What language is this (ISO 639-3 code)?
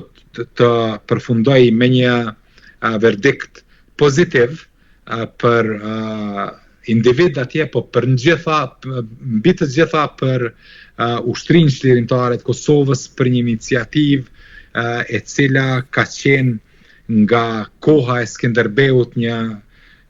sqi